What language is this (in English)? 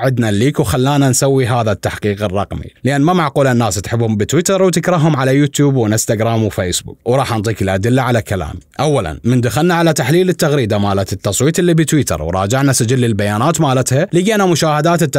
Mesopotamian Arabic